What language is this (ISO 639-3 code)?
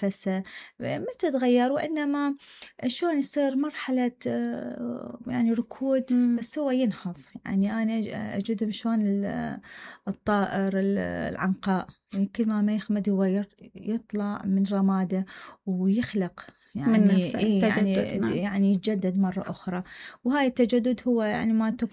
acm